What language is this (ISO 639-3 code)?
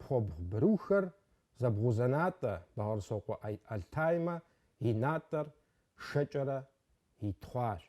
kbd